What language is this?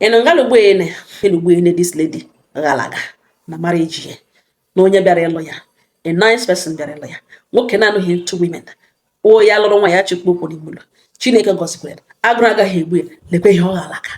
Igbo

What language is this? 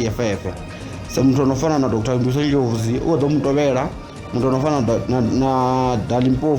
Venda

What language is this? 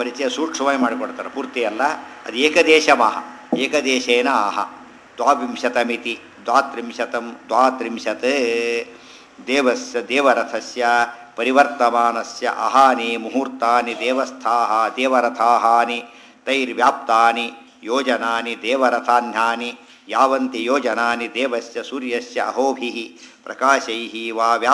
Kannada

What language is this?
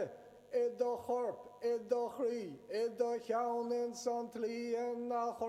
Irish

